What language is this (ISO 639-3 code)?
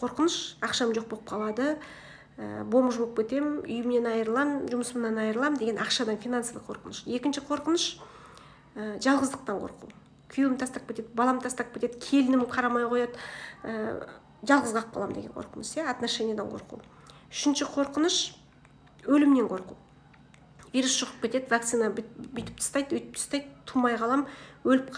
kaz